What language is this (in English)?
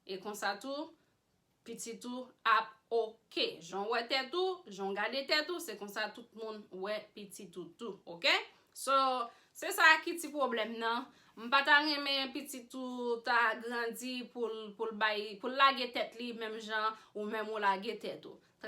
Haitian Creole